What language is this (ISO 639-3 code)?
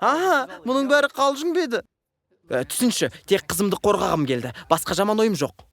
kaz